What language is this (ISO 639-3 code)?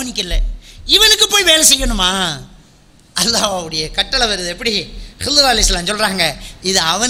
tam